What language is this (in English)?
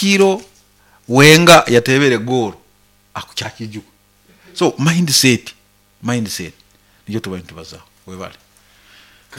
Nyoro